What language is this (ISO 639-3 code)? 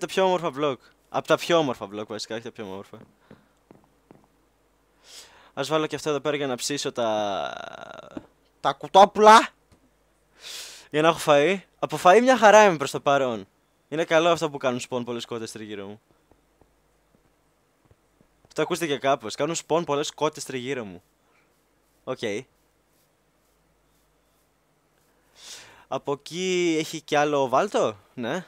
ell